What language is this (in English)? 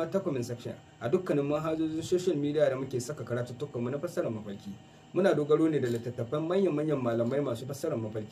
Hausa